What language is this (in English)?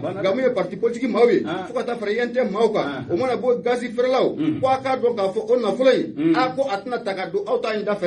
Bambara